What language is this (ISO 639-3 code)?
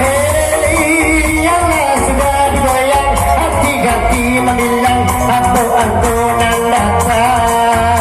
min